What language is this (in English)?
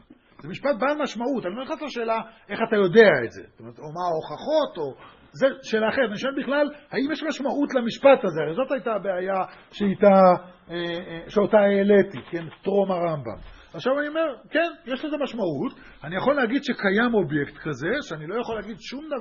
Hebrew